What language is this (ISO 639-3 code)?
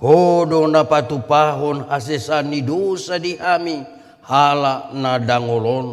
bbc